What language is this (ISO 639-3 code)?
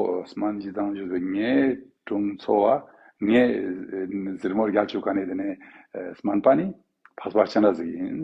lbj